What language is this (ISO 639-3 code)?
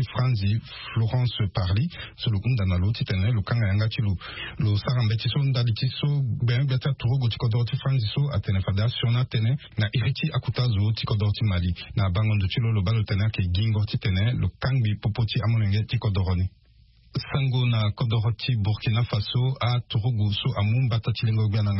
sag